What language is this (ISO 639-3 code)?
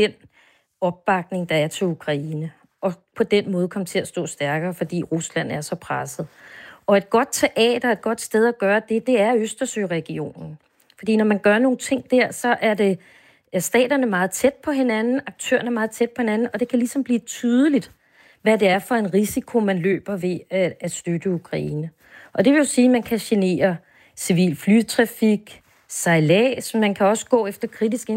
dan